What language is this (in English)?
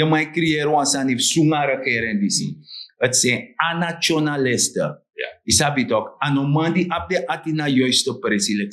Sranan Tongo